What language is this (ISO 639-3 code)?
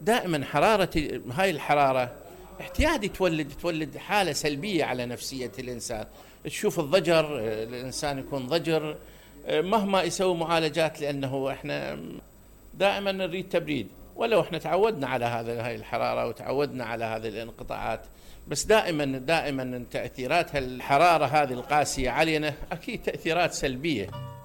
acm